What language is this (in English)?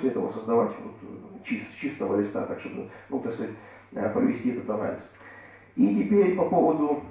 Russian